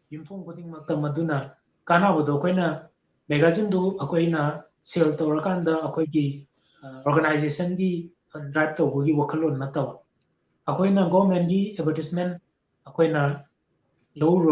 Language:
Manipuri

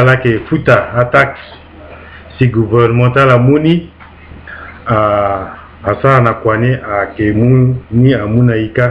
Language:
Sango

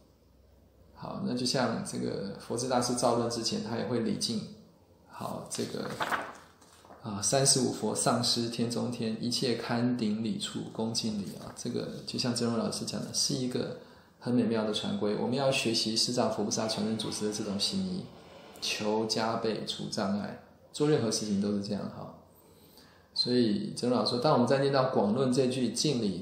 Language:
Chinese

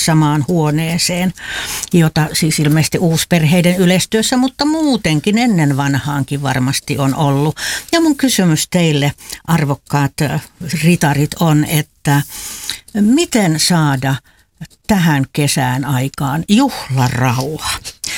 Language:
Finnish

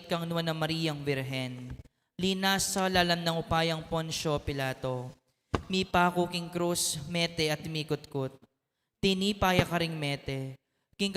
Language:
Pampanga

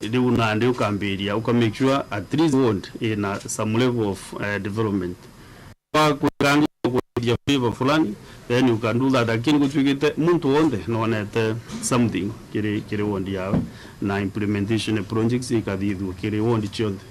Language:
Meru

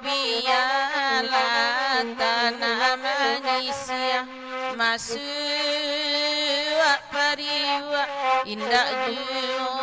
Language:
Minangkabau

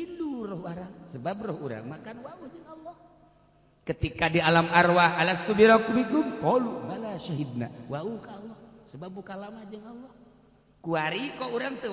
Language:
Sundanese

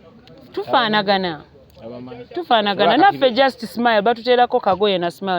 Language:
Ganda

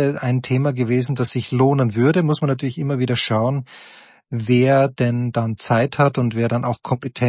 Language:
German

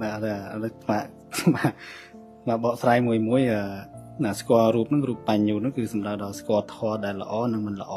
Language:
Khmer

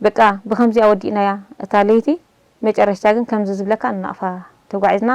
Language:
Tigrinya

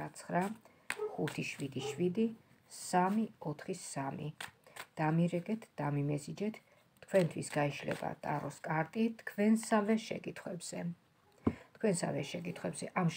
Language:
Georgian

